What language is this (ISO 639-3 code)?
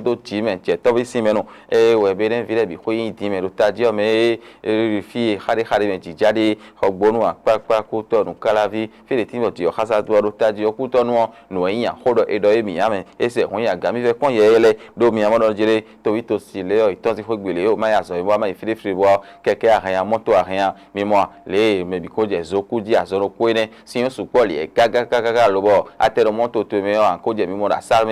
fon